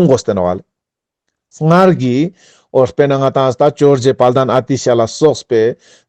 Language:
Ladakhi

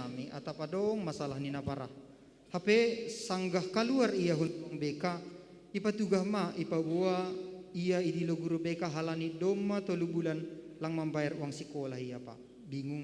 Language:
Batak Simalungun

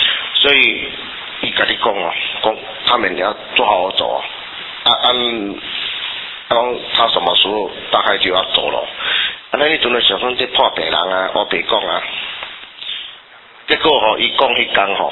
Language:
Min Nan Chinese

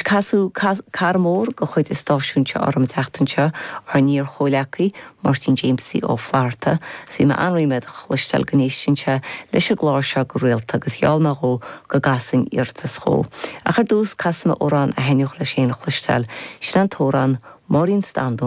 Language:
Irish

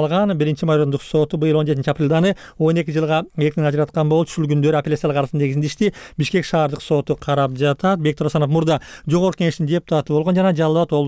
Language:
Kyrgyz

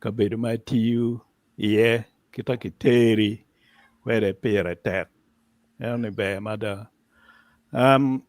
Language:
Acoli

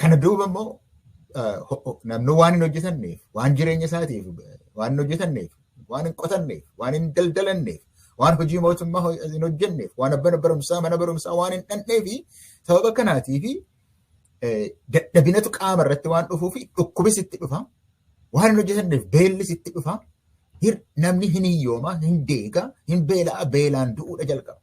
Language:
Oromo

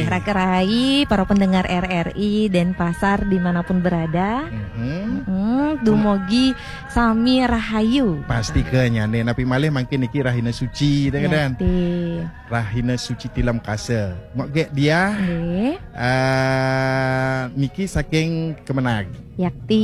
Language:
Balinese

